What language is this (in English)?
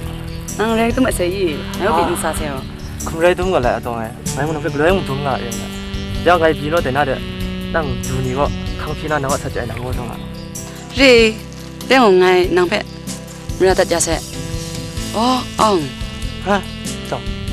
Kachin